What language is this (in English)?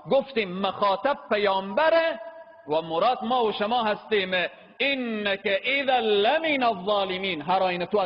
Persian